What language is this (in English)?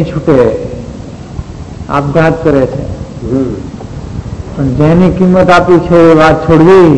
Gujarati